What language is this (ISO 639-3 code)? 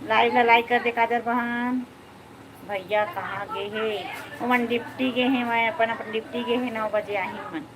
hne